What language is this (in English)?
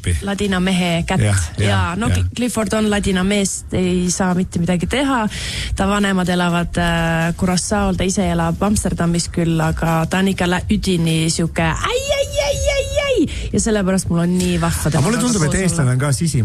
Estonian